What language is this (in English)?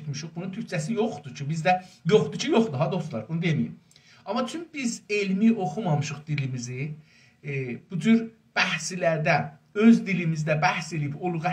South Azerbaijani